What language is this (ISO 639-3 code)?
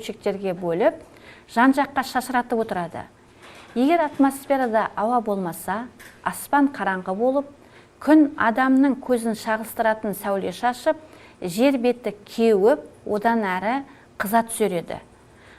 kaz